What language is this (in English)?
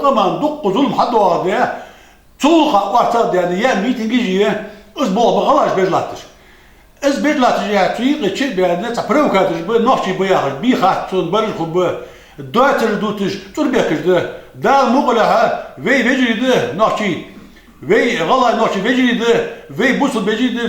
Ingush